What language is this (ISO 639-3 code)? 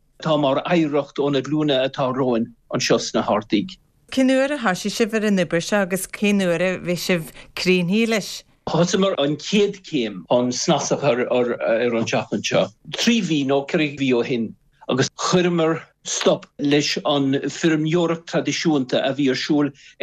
gle